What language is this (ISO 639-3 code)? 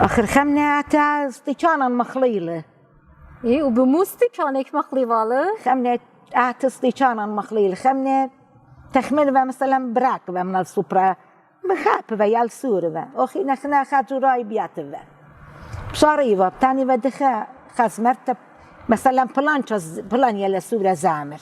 aii